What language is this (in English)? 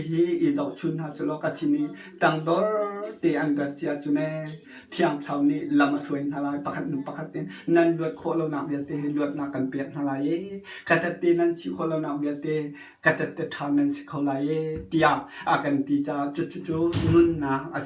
Hakha Chin